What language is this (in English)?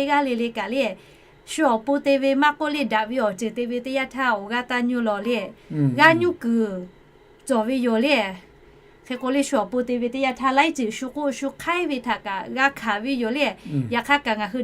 Lahu